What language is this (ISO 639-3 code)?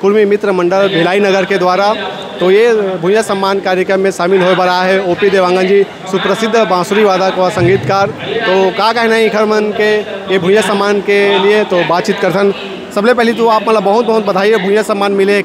hne